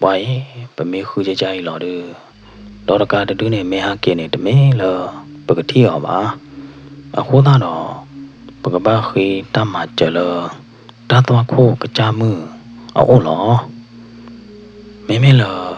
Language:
S'gaw Karen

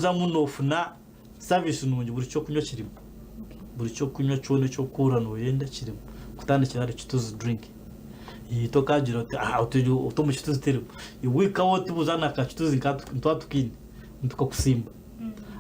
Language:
Nyankole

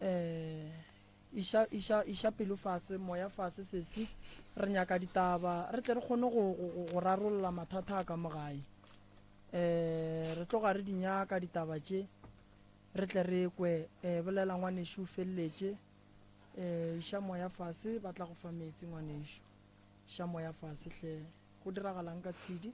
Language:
Northern Sotho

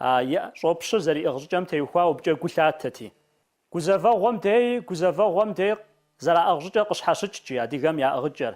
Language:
Kabardian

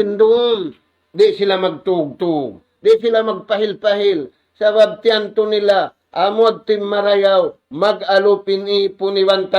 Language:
Tausug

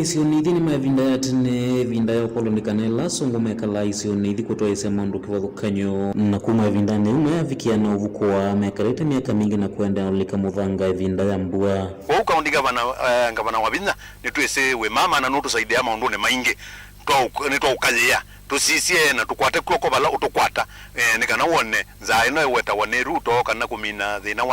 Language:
Kamba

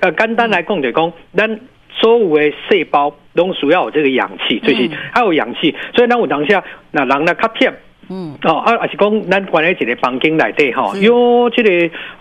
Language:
Min Nan Chinese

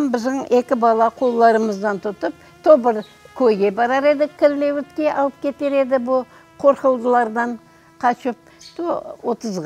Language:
Crimean Tatar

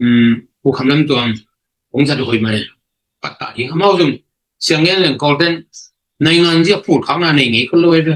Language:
Tedim Chin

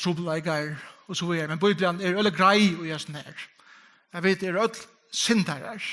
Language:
Faroese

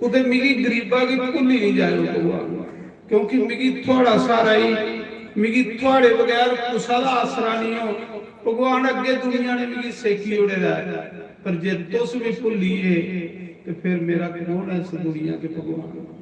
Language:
Dogri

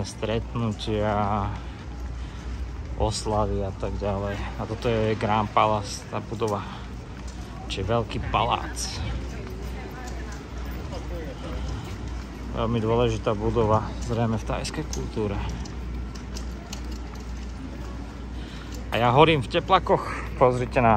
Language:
Slovak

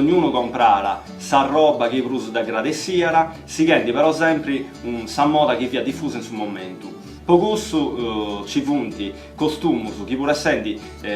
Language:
Sardinian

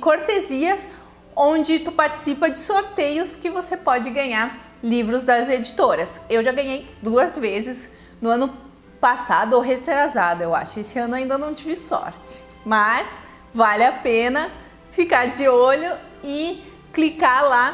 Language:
Portuguese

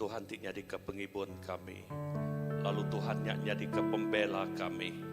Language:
Iban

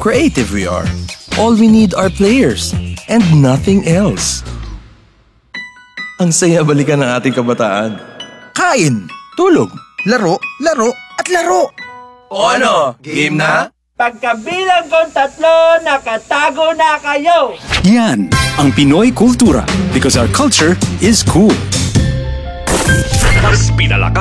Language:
Filipino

